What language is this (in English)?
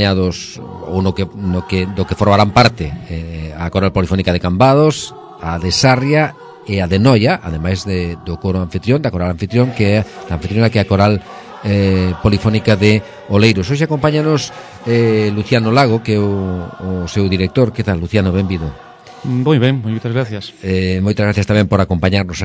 Galician